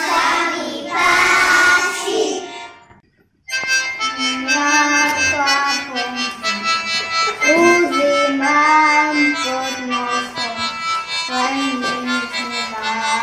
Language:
Slovak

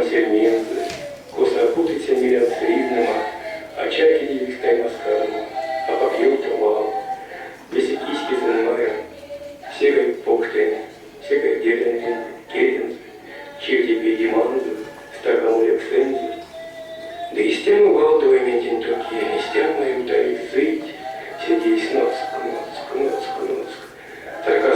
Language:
Erzya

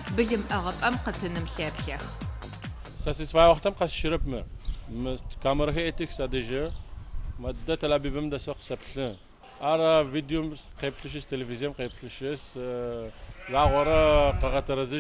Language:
Adyghe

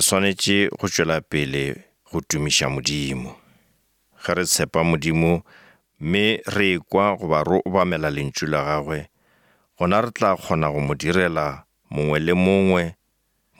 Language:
Northern Sotho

